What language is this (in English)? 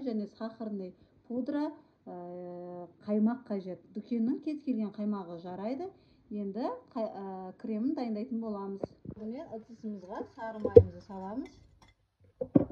Kazakh